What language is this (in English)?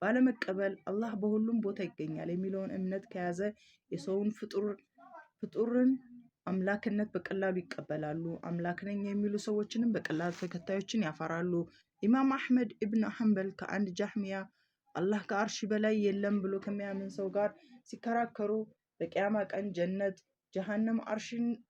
Amharic